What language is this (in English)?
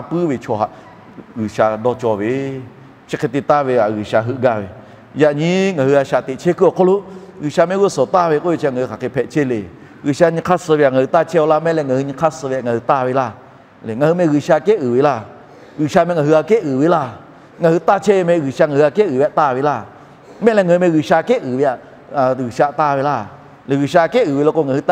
Lahu